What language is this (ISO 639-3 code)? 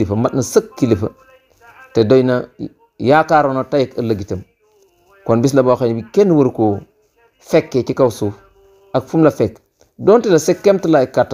wol